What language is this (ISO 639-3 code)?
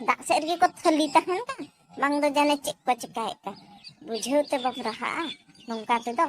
sat